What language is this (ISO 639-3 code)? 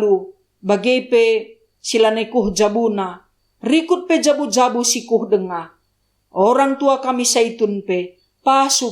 btx